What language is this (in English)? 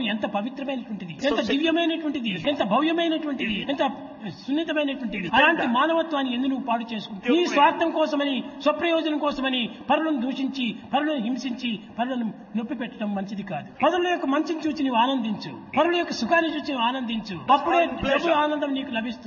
Telugu